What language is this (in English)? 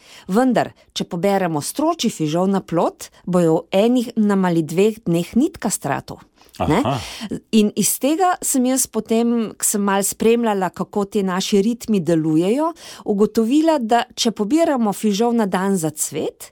Slovenian